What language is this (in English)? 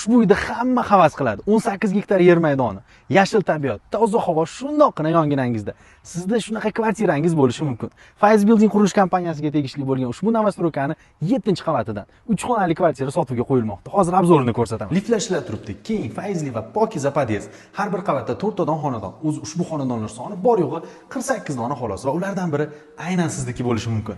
Uzbek